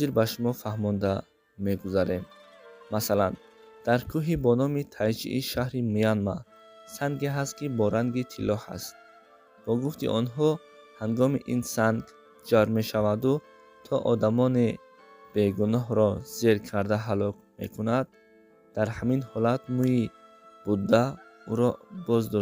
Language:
Tajik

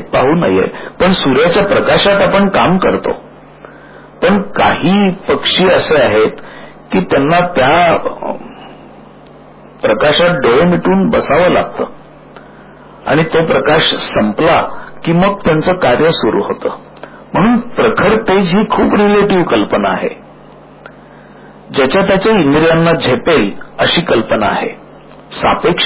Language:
Marathi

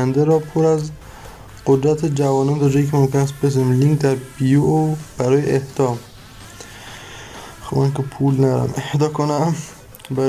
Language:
Persian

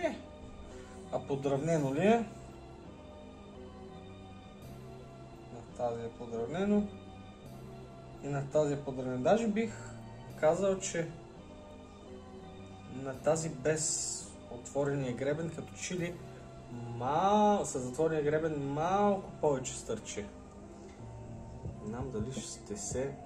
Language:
Bulgarian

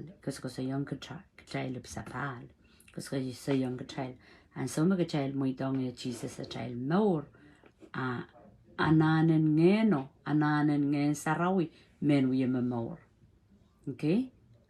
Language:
Pohnpeian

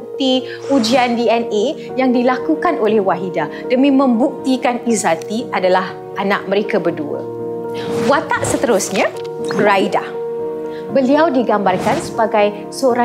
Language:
Malay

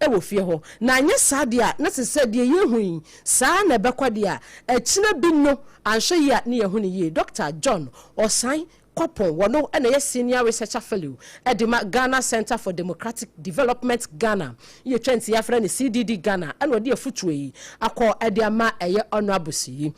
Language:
Akan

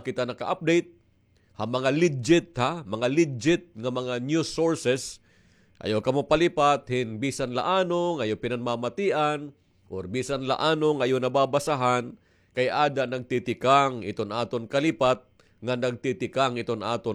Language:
Waray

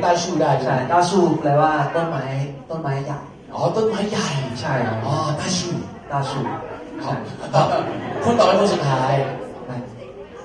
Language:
Thai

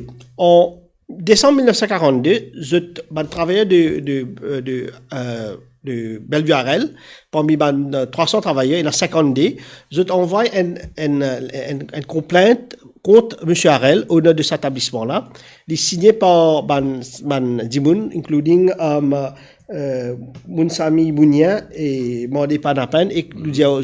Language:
Morisyen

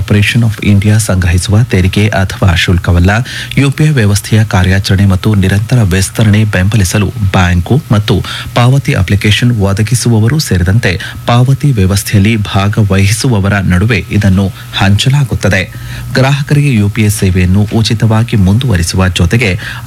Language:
Kannada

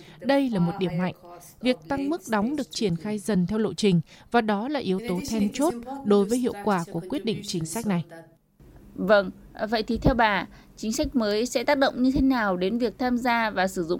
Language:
Vietnamese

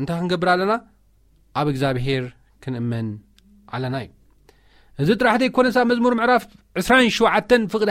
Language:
Tigrinya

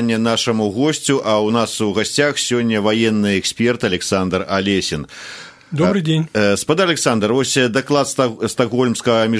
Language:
Belarusian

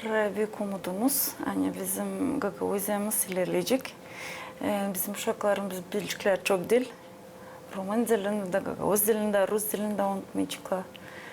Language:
Gagauz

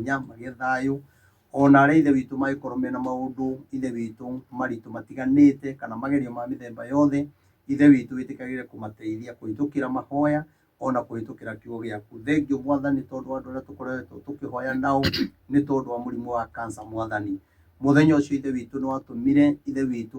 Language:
Kikuyu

